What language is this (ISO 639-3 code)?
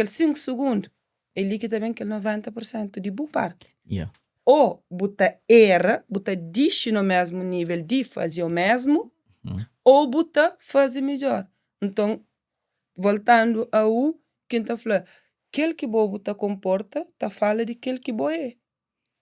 kea